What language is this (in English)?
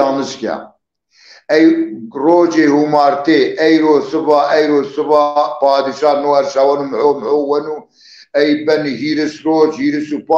Zaza